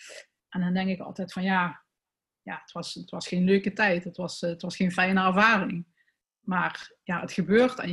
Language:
Dutch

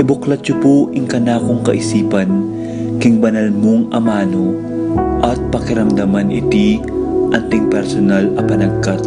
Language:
Pampanga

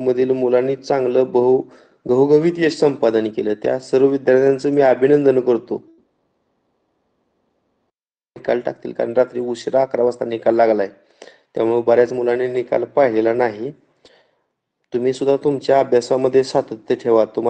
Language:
Marathi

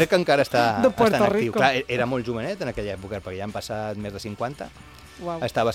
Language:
Catalan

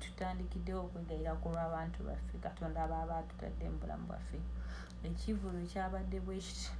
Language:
Ganda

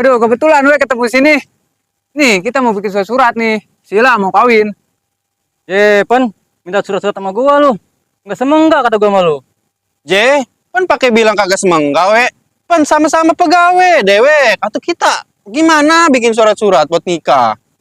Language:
Betawi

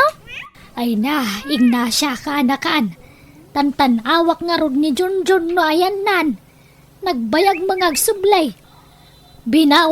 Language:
Iloko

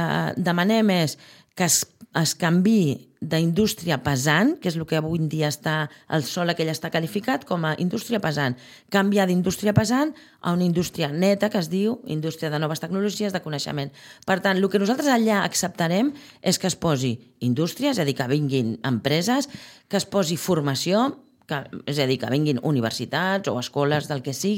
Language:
Catalan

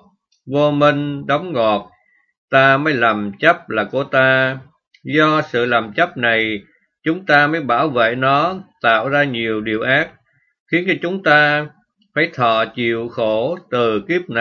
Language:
Vietnamese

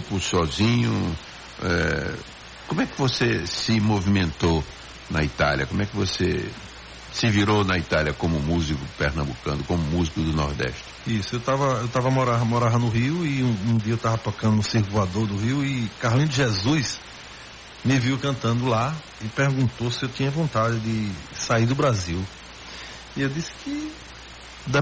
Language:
Portuguese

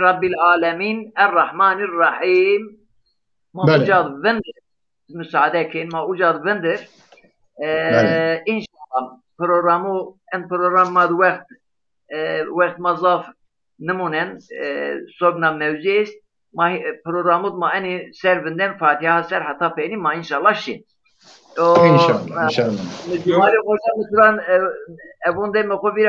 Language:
Zaza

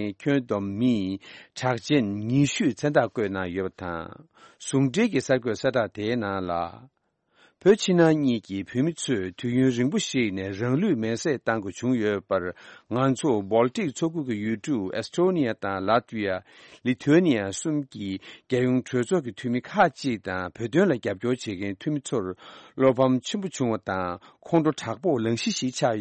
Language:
Tibetan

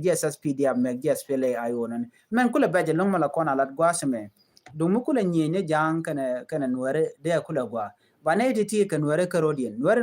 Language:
Nuer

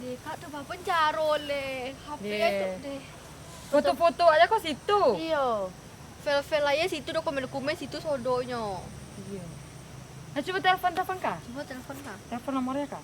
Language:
Minangkabau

